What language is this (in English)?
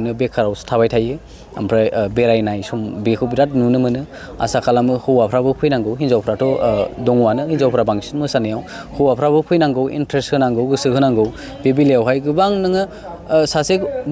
Bodo